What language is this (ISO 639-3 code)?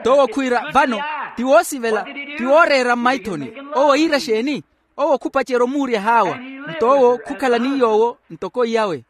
vmw